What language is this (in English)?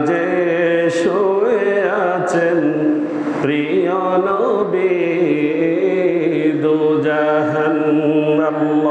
Bangla